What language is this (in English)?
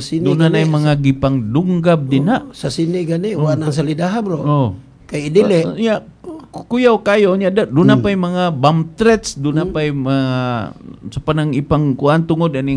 Cebuano